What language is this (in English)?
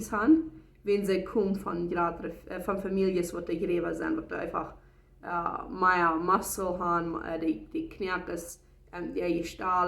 Plautdietsch